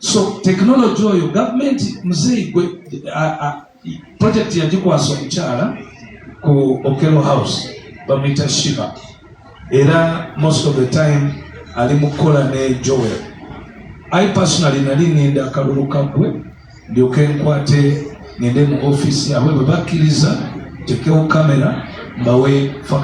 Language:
Ganda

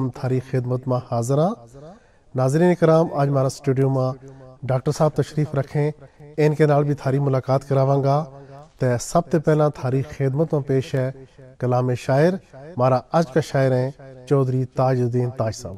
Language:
Gujari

